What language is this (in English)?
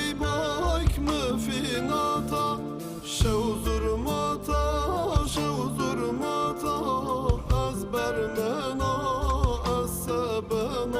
Zaza